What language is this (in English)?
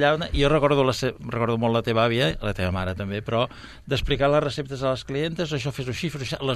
Catalan